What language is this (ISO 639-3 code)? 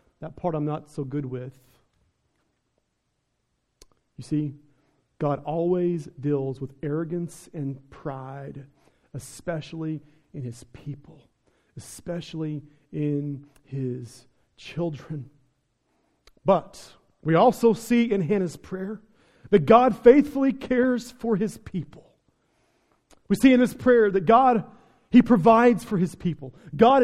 eng